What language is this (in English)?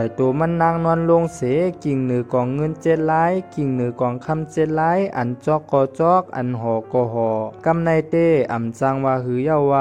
Shan